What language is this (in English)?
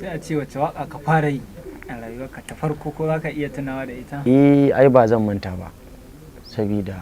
Hausa